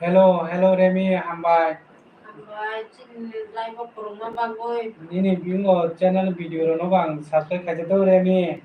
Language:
Kok Borok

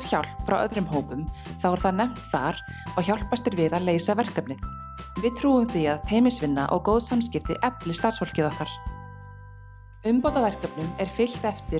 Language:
Icelandic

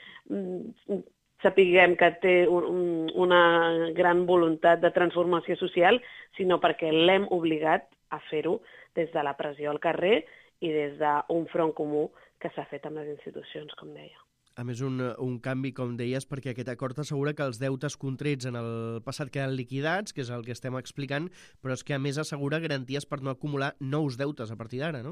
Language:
Catalan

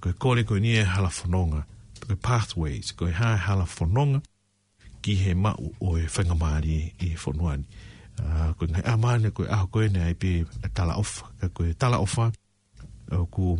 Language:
Tongan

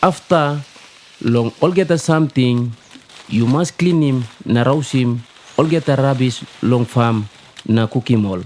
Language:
Tok Pisin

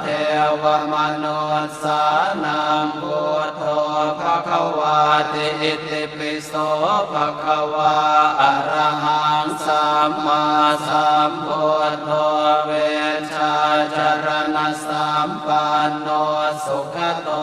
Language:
Pali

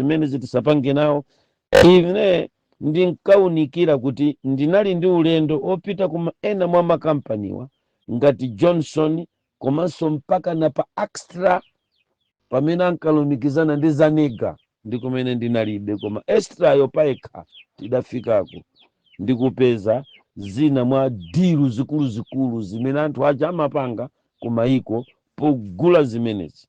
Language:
Nyanja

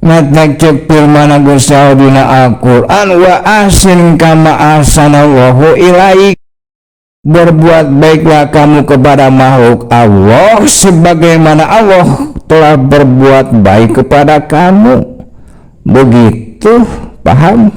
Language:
Sundanese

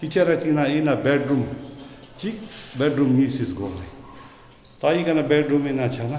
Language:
Ladakhi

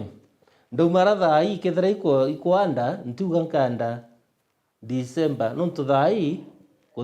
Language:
Meru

